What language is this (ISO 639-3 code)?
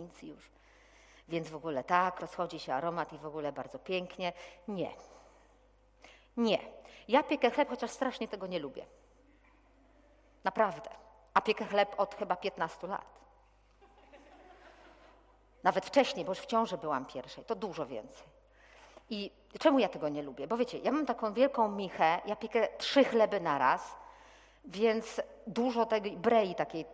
pol